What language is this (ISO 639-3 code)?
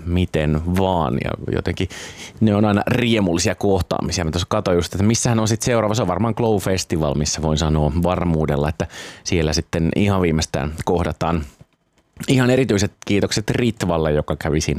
fin